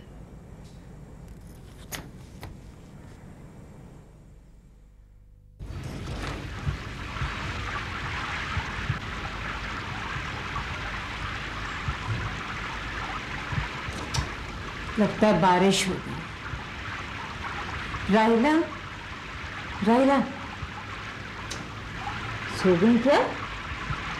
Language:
Hindi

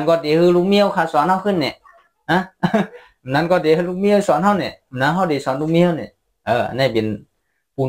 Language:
Shan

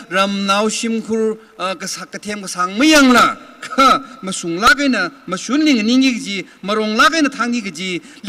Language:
Tangkhul Naga (India)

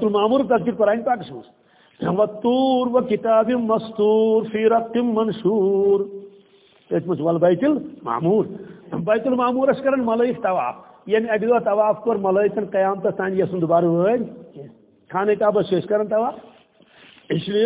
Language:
Kashmiri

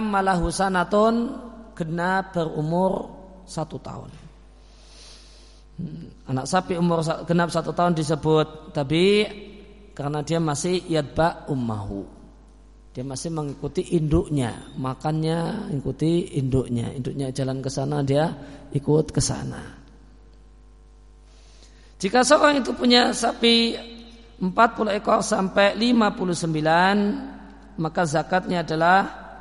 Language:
Indonesian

